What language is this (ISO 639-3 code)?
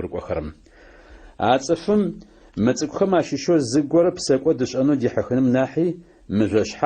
ady